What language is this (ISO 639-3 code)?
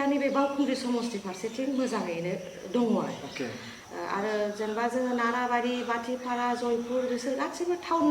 brx